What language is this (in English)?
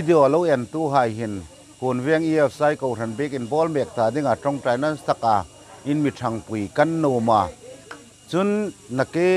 Hmar